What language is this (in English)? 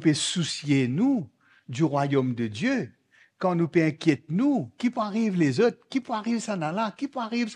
Morisyen